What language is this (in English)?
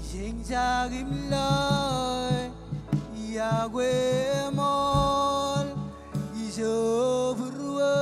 Marshallese